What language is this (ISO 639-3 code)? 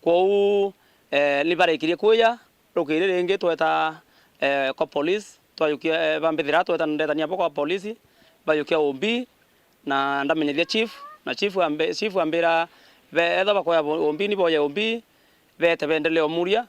mer